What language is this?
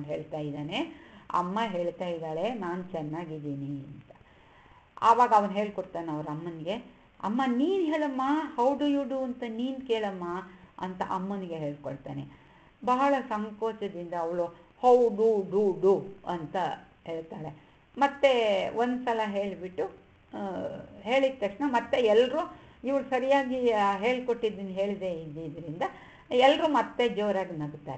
Kannada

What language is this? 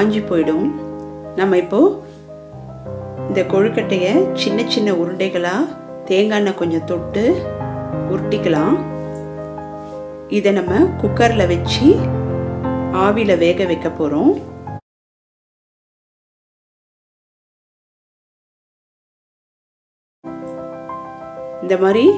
Tamil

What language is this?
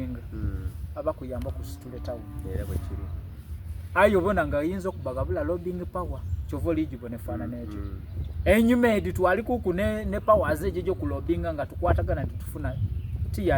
Soga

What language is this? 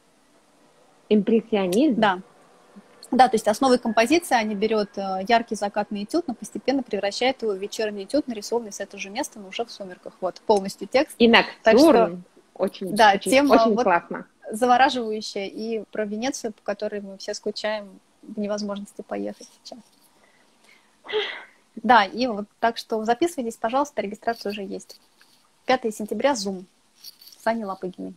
Russian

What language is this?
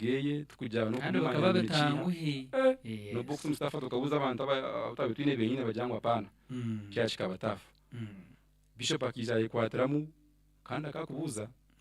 Nyankole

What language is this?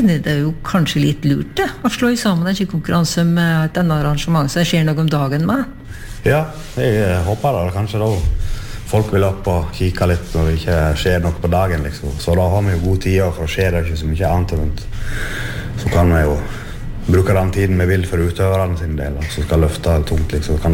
Norwegian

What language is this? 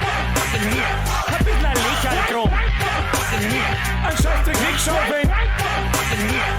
Bavarian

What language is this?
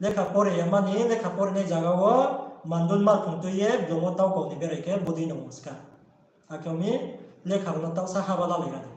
Riang (India)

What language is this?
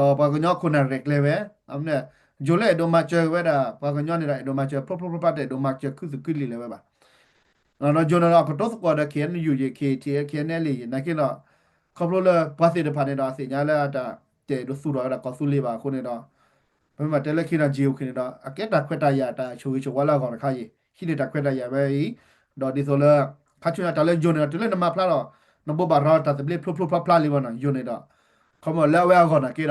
S'gaw Karen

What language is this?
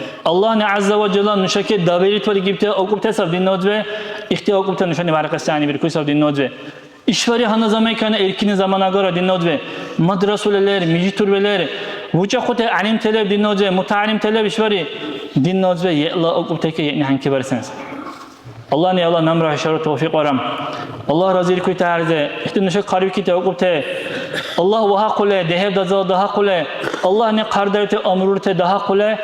Dargwa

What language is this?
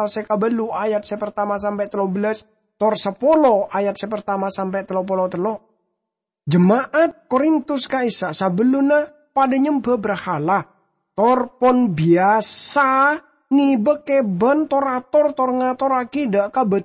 Madurese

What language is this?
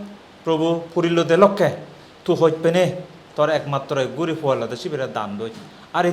Chakma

